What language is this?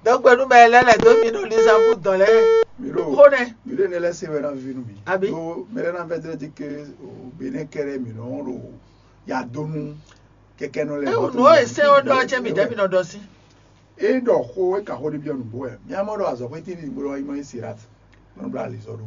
Fon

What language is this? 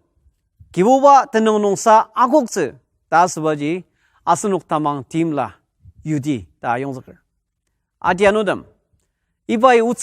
Ao Naga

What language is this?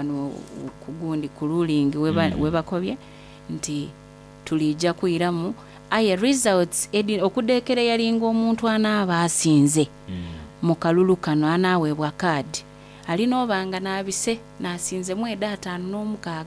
Soga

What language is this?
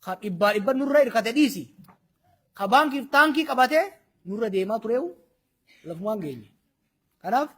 Oromo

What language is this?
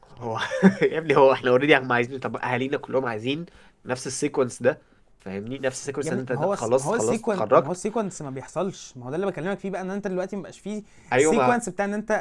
Egyptian Arabic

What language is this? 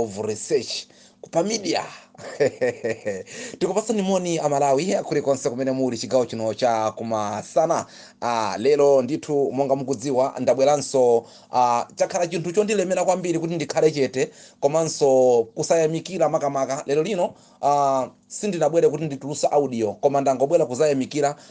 Nyanja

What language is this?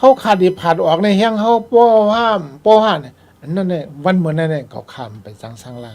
Shan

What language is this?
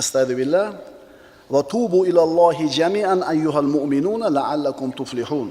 Uzbek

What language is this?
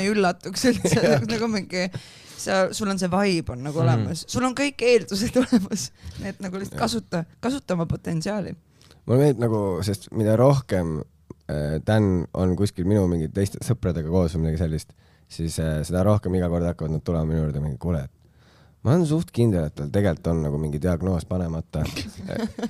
Estonian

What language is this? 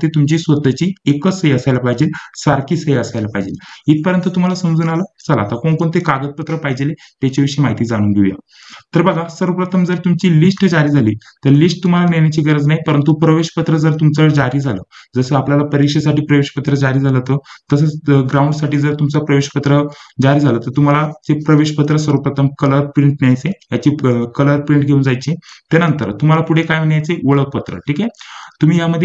Marathi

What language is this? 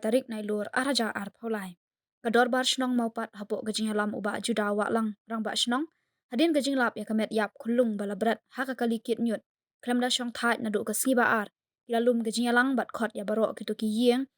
Khasi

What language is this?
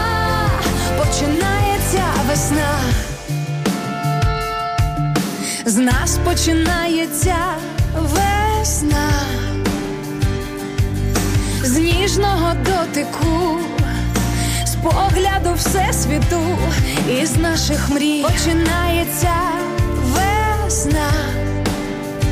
Ukrainian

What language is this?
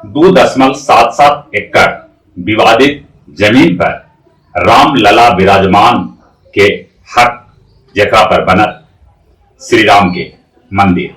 Magahi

